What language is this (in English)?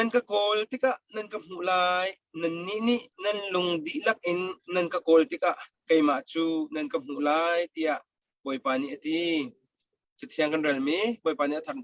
Hakha Chin